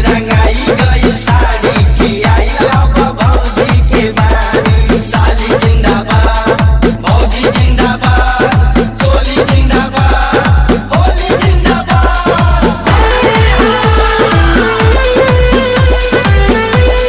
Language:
Bhojpuri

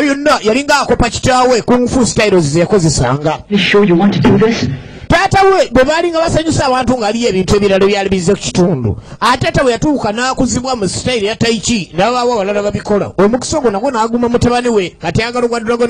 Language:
Ganda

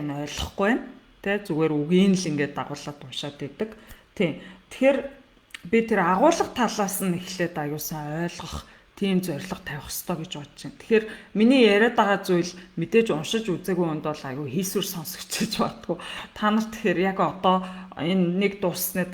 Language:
Mongolian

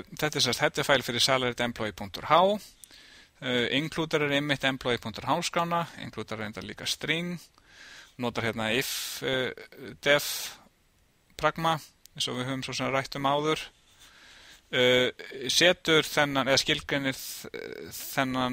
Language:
Icelandic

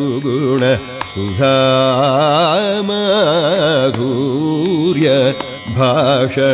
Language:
Telugu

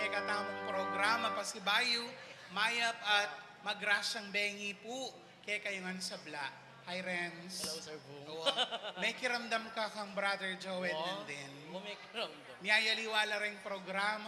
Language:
Pampanga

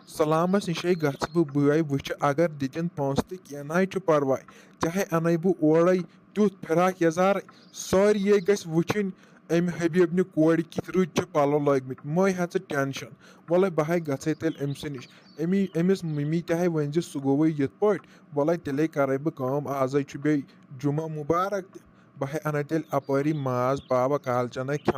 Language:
Kashmiri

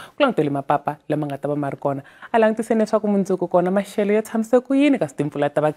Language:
Tsonga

